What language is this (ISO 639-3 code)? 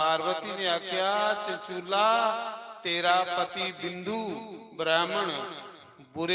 doi